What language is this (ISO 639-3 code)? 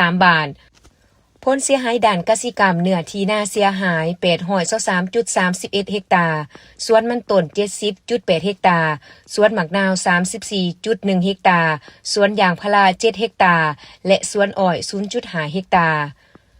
lao